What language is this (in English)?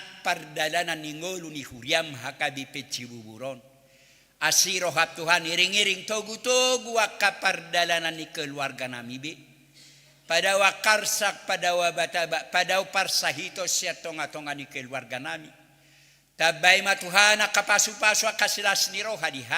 Batak Toba